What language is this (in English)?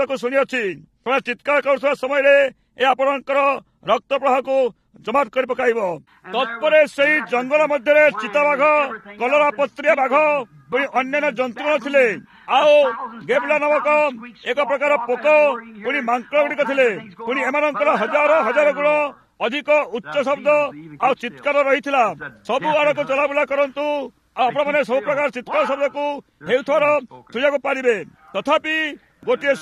Odia